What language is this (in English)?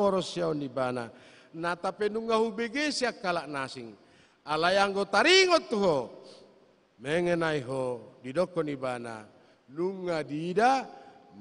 Batak Toba